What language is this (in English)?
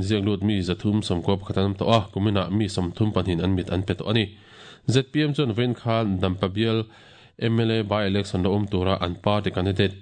Mizo